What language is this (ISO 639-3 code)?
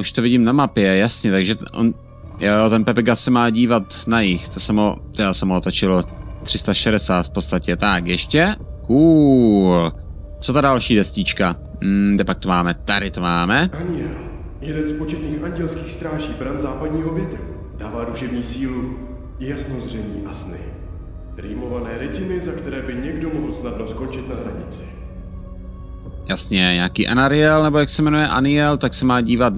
ces